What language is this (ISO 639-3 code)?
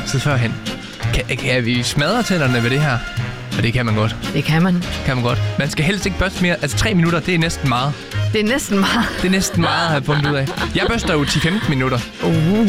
dan